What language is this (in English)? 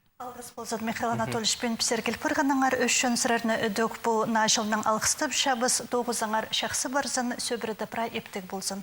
Khakas